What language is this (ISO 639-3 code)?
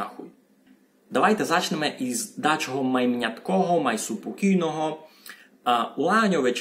rue